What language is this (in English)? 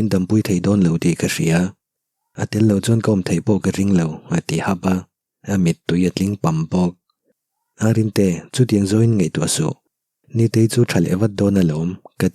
Mizo